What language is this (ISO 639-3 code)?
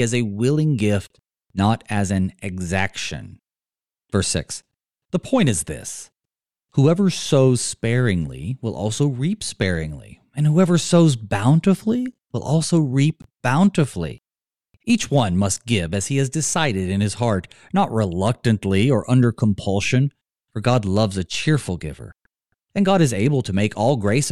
eng